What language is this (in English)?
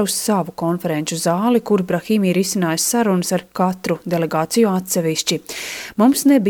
Latvian